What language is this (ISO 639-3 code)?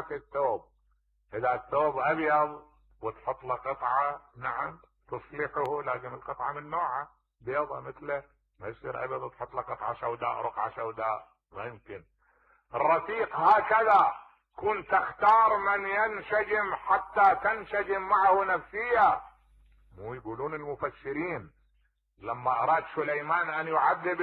acm